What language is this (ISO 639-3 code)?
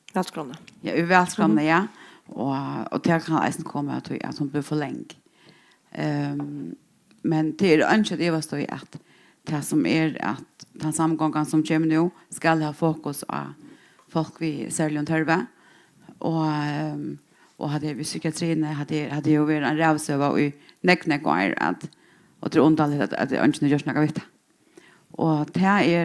fao